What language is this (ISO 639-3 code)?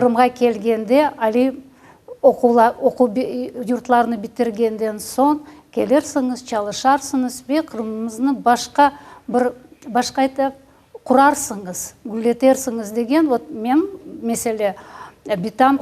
crh